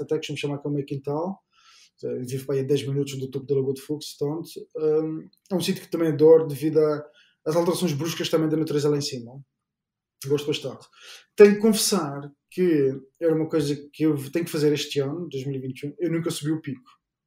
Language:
Portuguese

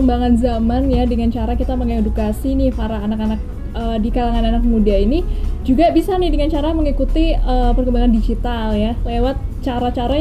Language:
Indonesian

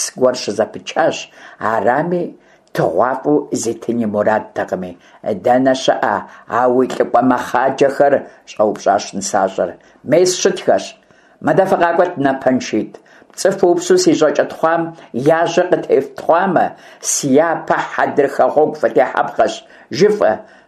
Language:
Kabardian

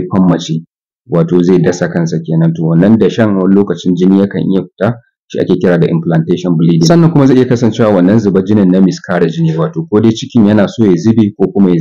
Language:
Hausa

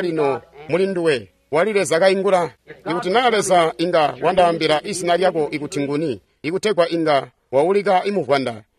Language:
Tonga (Zambia)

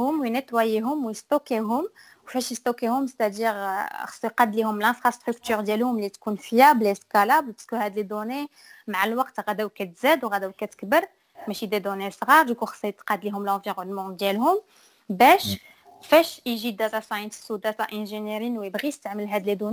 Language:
Moroccan Arabic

